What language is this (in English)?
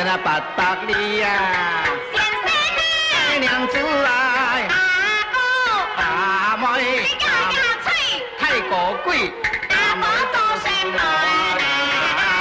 Chinese